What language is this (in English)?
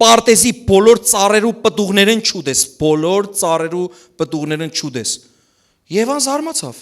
Western Armenian